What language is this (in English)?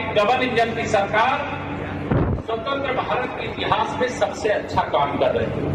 Hindi